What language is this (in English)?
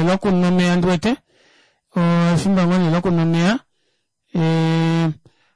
Kuanyama